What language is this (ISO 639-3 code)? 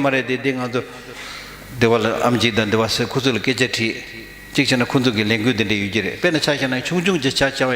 bod